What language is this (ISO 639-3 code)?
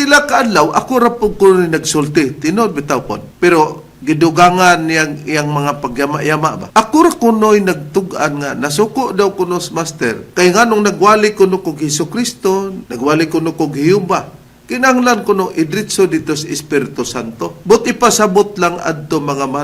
ceb